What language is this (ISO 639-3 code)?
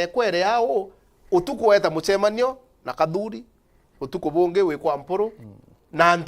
mer